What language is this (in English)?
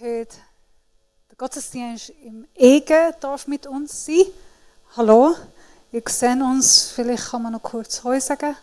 Swiss German